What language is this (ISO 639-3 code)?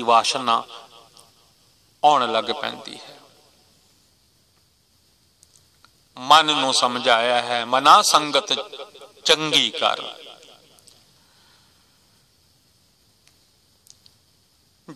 pan